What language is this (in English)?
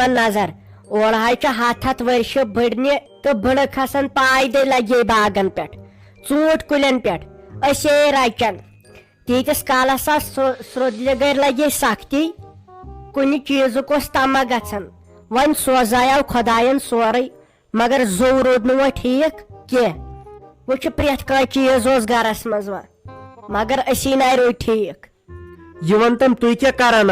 Kashmiri